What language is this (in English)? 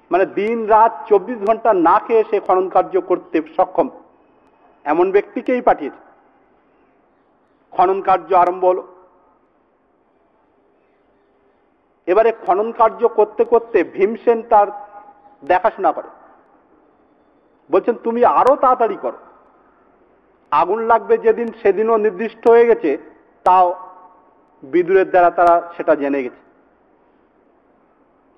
Bangla